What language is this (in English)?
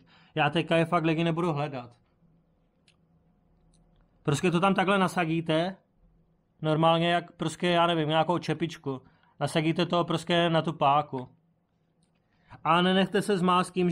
Czech